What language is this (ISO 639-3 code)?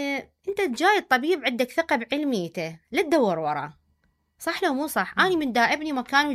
acm